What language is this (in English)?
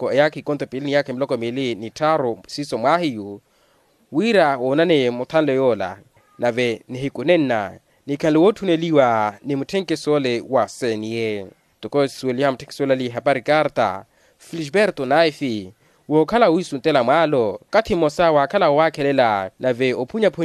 Makhuwa